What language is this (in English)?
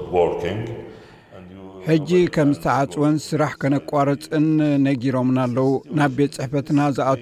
Tigrinya